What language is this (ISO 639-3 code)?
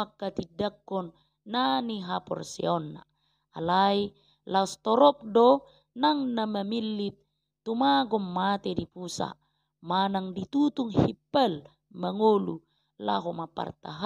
bbc